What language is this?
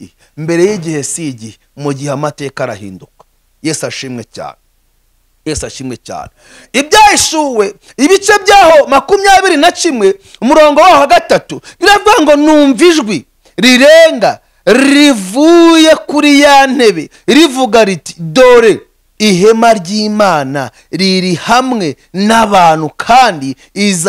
Kinyarwanda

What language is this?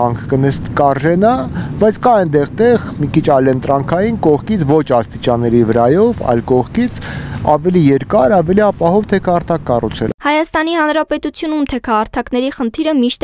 Armenian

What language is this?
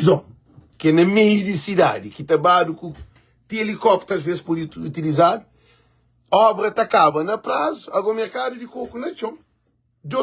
Kabuverdianu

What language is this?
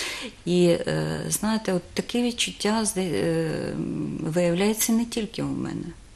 Ukrainian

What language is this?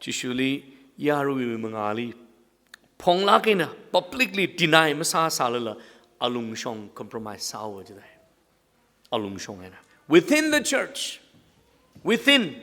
Tangkhul Naga (India)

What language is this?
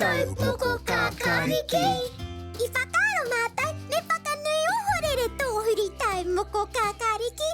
Māori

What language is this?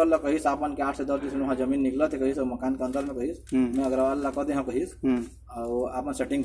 Chhattisgarhi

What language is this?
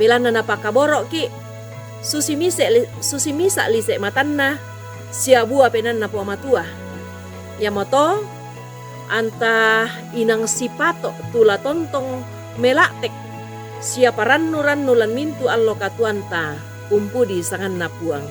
Toraja-Sa'dan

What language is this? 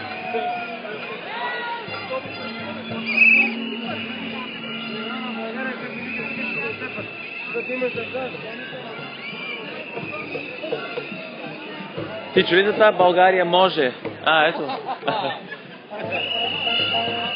Bulgarian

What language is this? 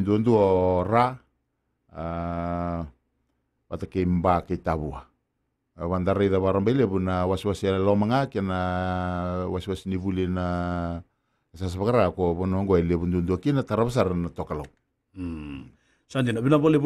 Fijian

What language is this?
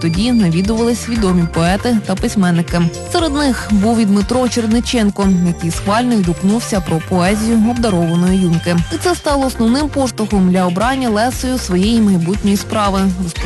Ukrainian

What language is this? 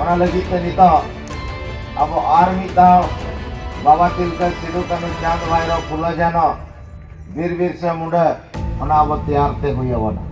Santali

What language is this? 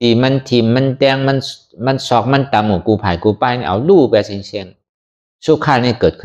Shan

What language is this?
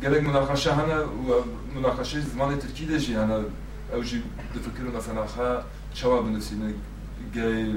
Kurdish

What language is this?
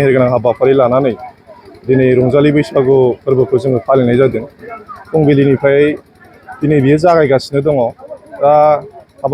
Bodo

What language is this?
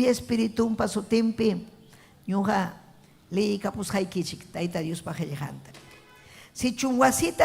Ayacucho Quechua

